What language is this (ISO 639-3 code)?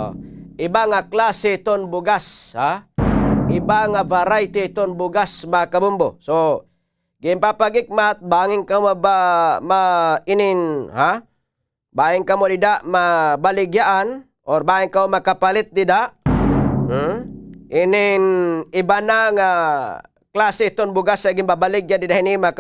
war